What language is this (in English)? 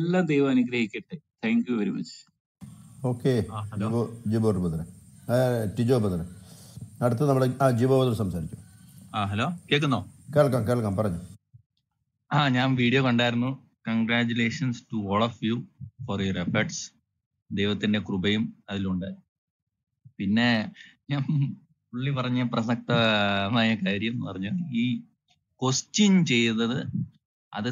Malayalam